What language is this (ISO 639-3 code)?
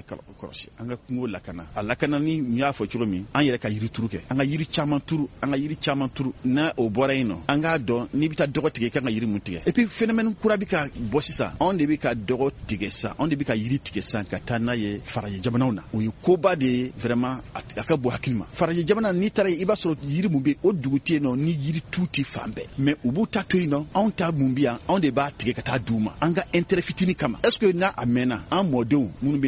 bam